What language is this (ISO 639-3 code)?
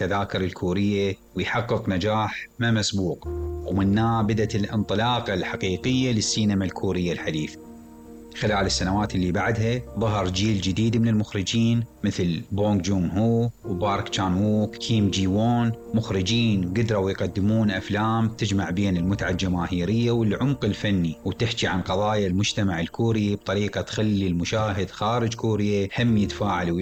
acm